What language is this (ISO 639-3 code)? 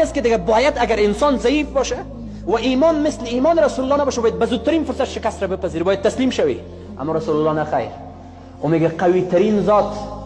fas